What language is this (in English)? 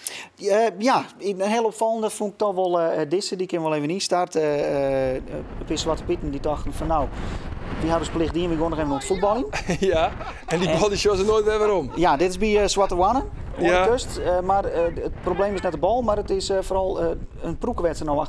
Western Frisian